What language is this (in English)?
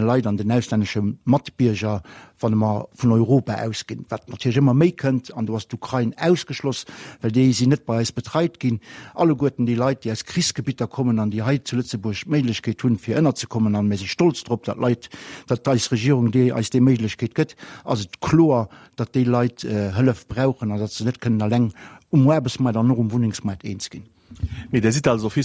Luxembourgish